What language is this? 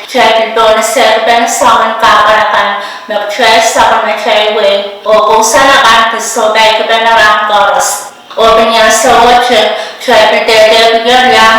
Pohnpeian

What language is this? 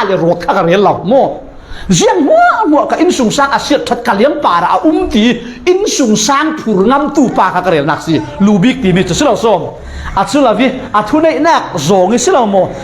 Falam Chin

